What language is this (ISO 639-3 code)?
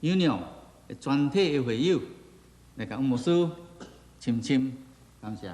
nan